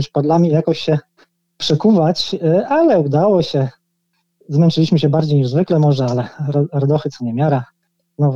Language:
Polish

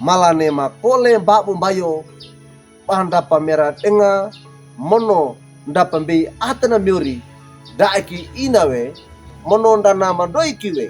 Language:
Wejewa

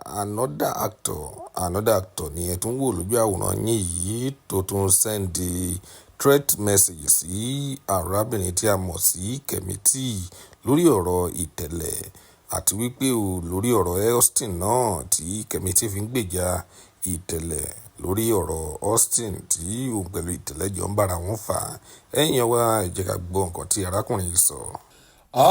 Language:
Yoruba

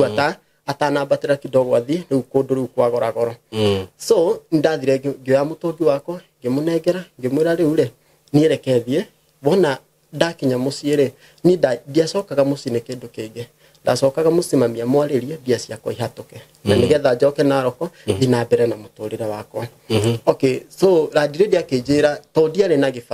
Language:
Kikuyu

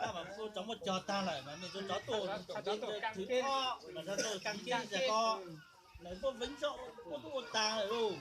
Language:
Hmong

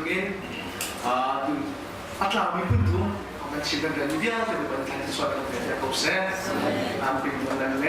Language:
Hakha Chin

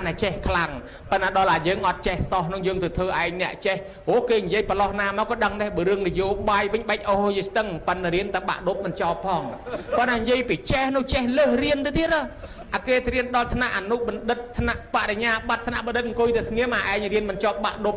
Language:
Khmer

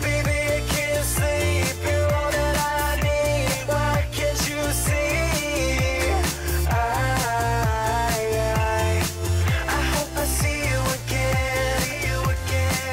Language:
English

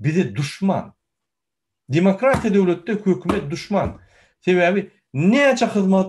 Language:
Turkmen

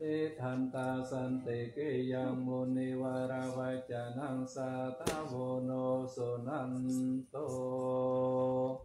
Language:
Pali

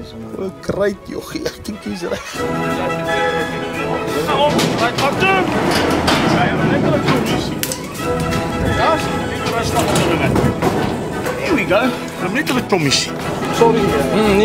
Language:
Afrikaans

